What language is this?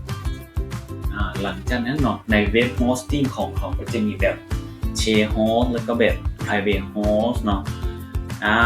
Lao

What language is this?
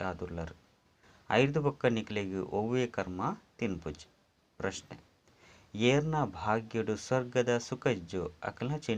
Tulu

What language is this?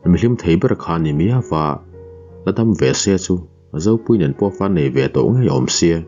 Mizo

